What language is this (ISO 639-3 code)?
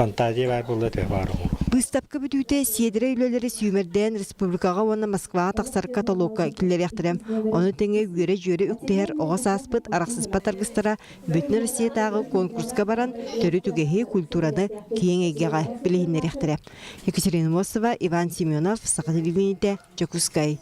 sah